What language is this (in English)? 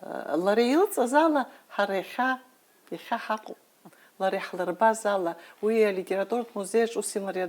Abkhazian